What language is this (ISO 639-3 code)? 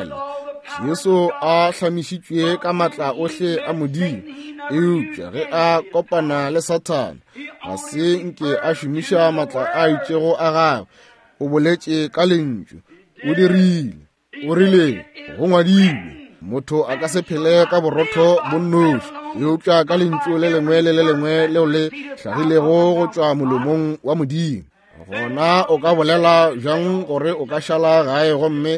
nso